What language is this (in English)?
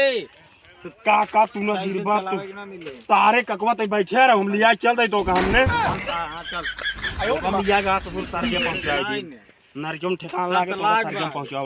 Awadhi